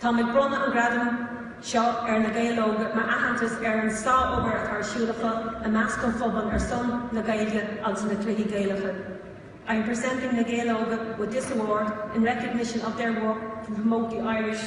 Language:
Irish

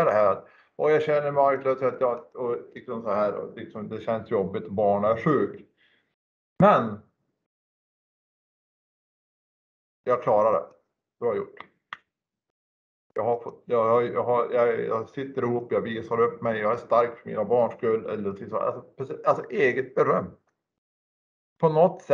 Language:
Swedish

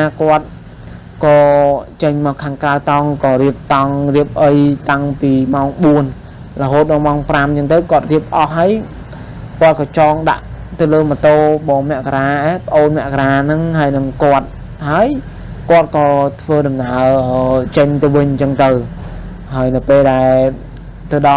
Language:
Khmer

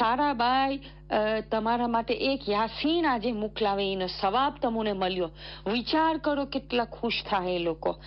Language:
Gujarati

